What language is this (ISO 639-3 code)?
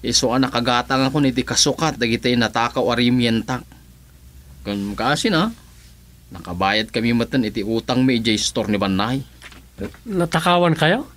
ilo